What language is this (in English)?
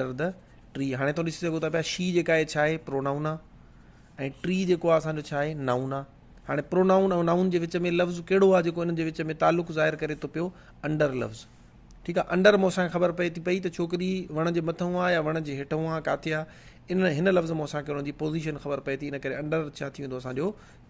Sindhi